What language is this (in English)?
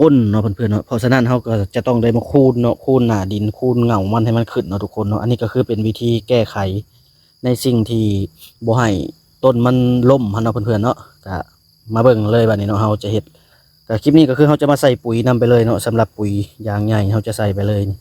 Lao